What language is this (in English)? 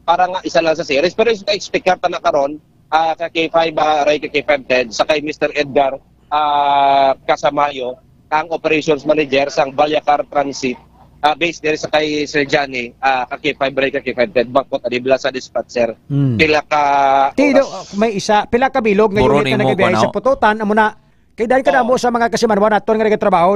Hiligaynon